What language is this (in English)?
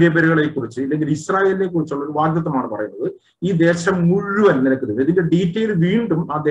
Malayalam